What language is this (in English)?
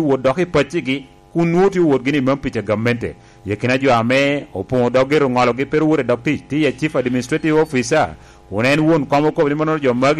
Lango (Uganda)